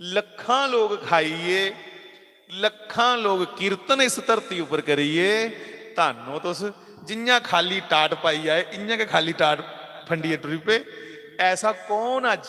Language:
Dogri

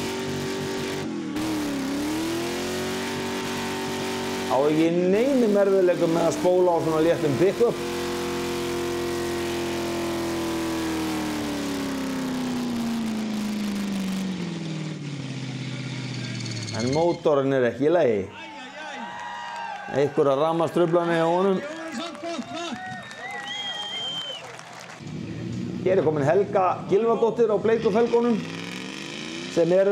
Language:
Icelandic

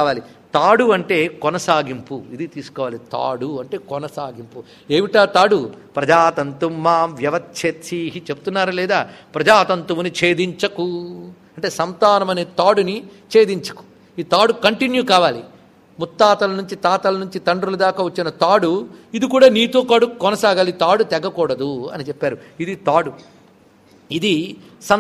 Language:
Telugu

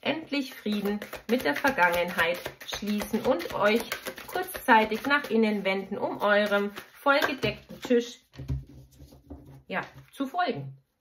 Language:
German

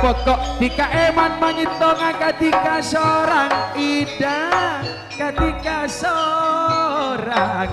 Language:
Madurese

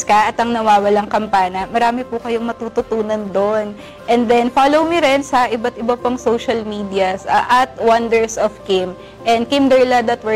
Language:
Filipino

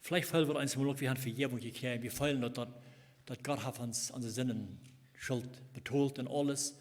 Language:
Plautdietsch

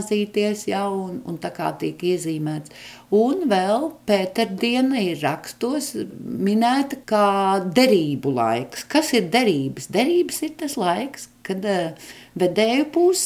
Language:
Latvian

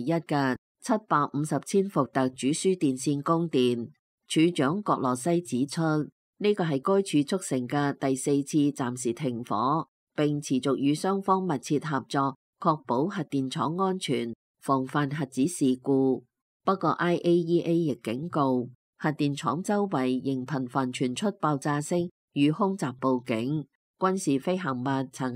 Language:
Cantonese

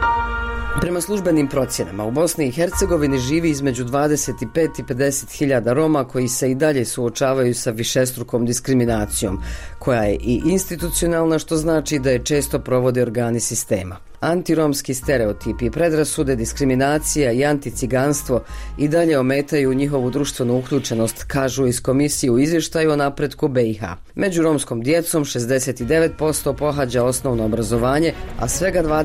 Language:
Bosnian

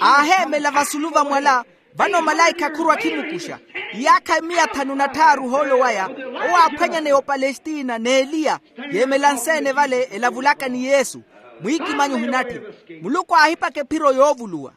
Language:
Makhuwa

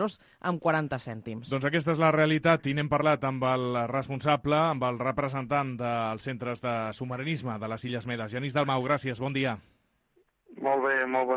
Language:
Catalan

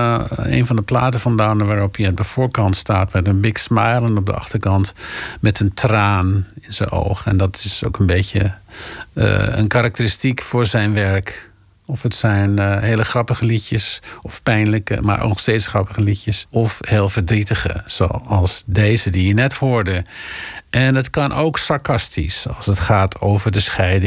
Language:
Dutch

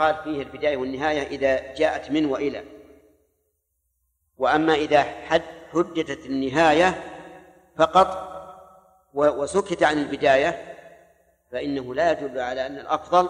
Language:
Arabic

